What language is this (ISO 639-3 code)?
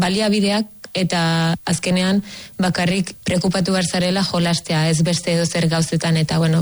eus